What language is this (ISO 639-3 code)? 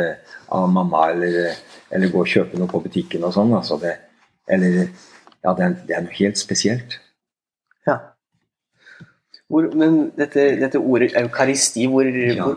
nor